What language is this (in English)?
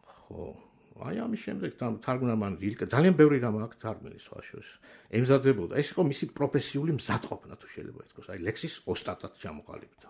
Georgian